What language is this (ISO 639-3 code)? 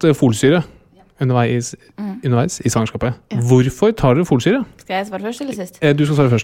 nor